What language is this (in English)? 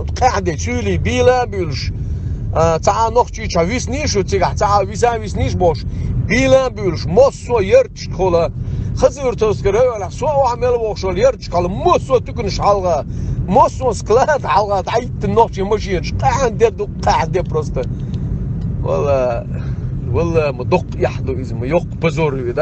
Chechen